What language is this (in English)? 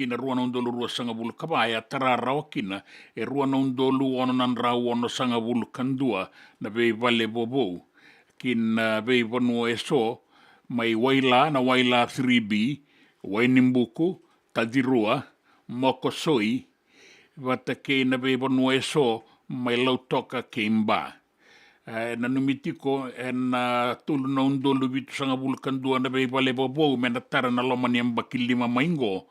Fijian